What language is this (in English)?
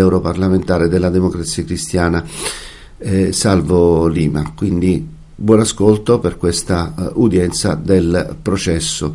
Italian